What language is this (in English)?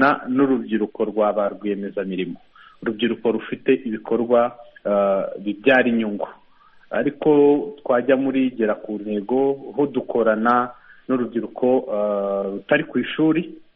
Kinyarwanda